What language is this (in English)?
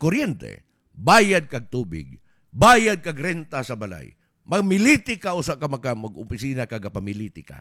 Cebuano